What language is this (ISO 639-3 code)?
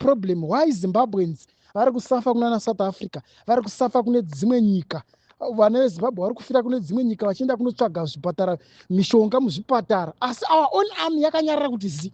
sna